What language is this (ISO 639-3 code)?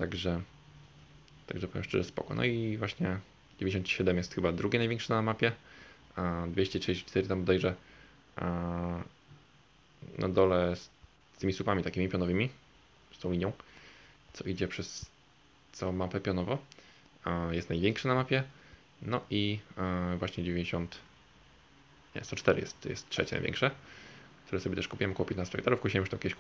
pol